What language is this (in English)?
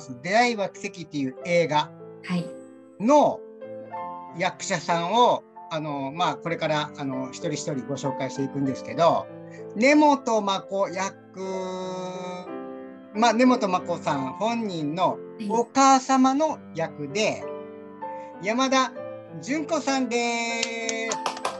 Japanese